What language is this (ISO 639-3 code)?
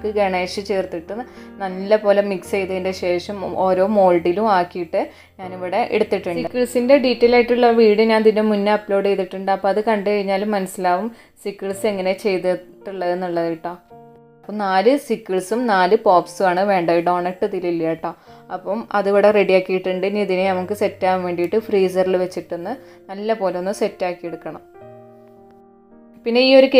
mal